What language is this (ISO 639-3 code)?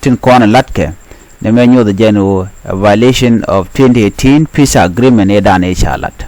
nus